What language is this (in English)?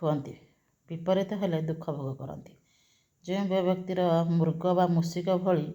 Odia